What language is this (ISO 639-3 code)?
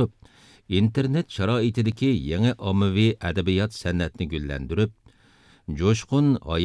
uig